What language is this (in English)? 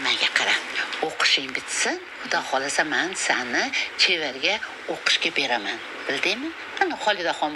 Uzbek